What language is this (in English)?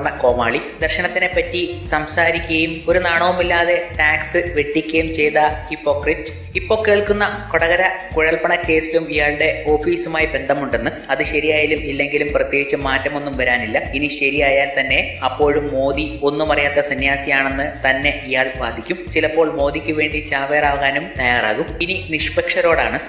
Malayalam